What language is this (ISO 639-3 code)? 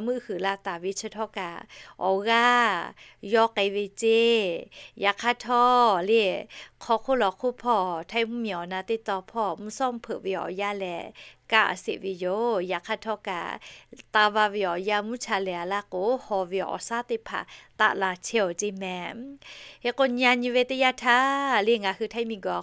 lhu